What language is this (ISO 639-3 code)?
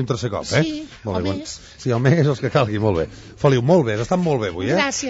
cat